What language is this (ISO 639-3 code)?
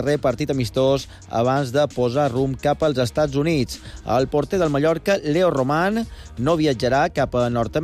cat